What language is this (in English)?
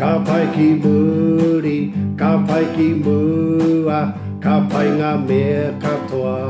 Māori